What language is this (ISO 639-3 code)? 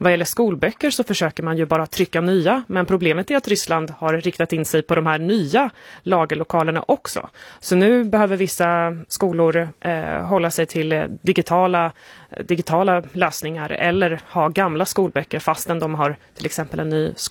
swe